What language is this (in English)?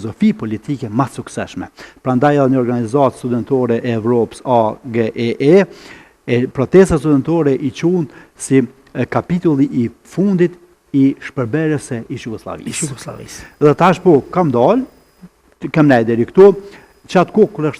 Albanian